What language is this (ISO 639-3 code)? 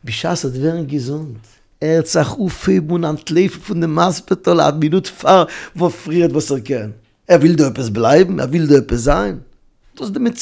yid